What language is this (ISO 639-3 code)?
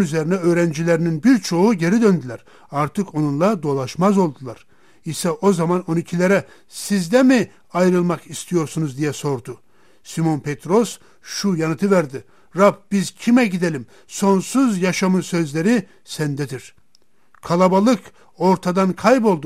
tur